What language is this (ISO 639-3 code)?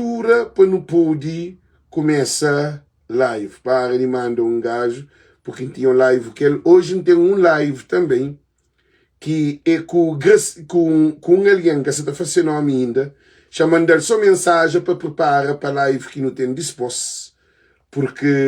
kea